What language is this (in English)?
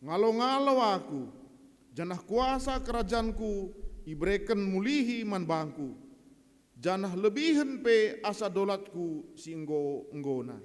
Batak Karo